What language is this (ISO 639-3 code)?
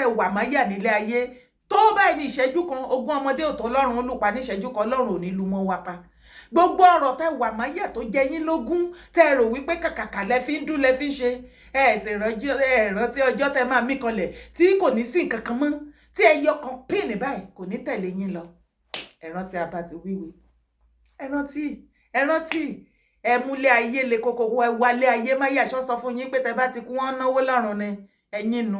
yor